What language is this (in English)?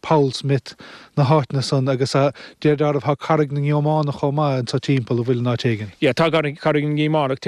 Irish